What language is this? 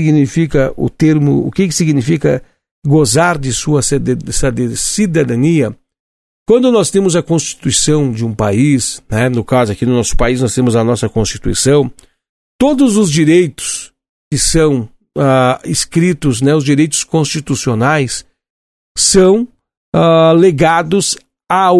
Portuguese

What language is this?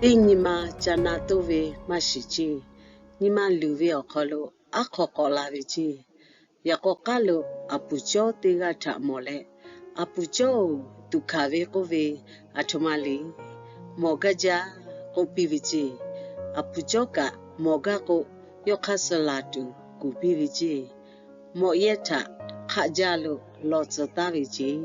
Lahu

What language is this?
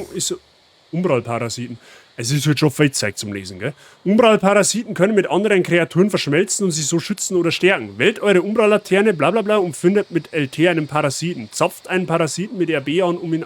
Bavarian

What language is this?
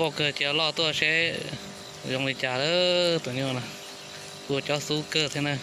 Hmong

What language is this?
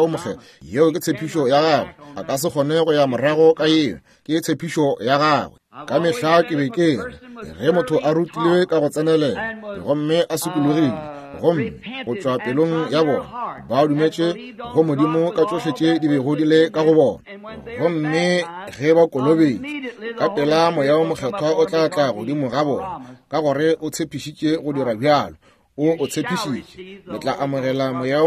Northern Sotho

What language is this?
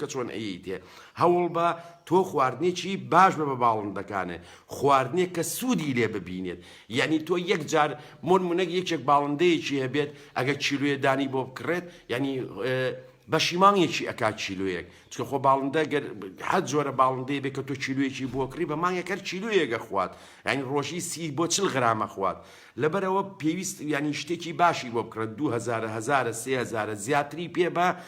Central Kurdish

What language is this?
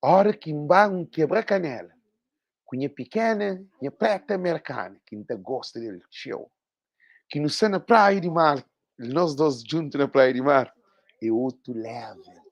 Kabuverdianu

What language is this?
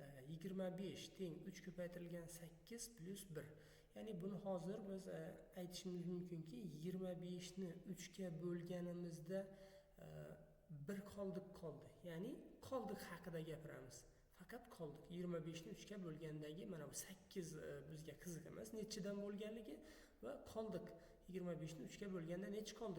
Uzbek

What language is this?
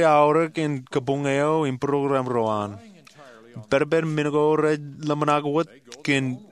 Marshallese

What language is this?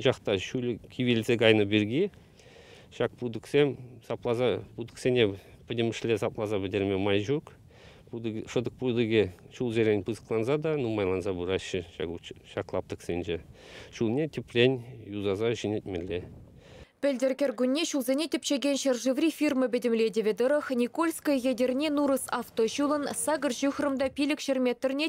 Chuvash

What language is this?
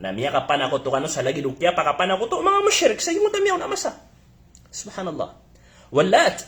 Maranao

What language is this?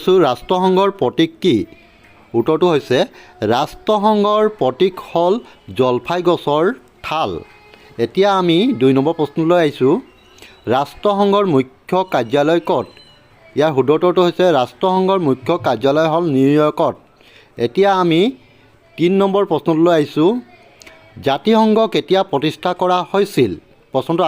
Assamese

